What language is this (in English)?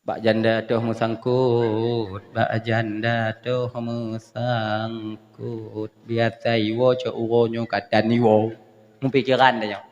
Achinese